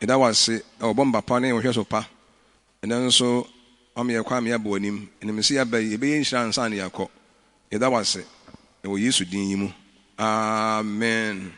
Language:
Akan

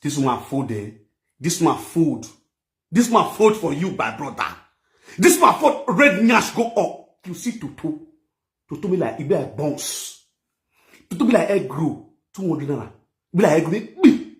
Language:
Nigerian Pidgin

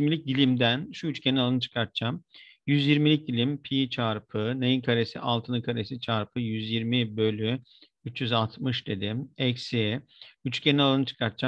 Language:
Turkish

